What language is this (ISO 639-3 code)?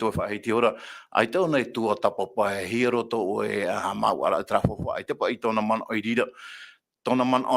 tah